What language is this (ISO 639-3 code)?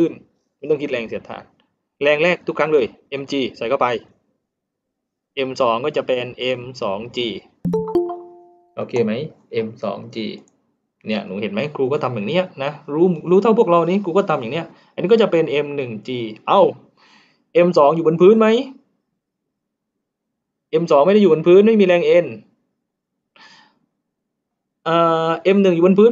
tha